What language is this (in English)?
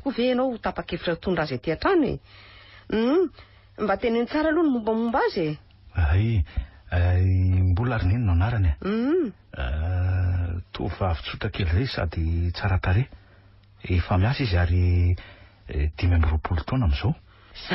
Malagasy